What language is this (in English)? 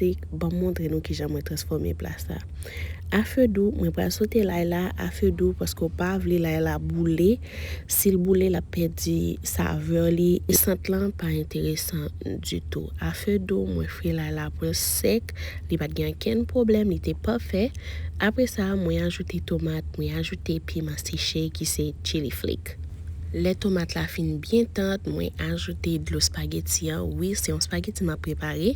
Haitian Creole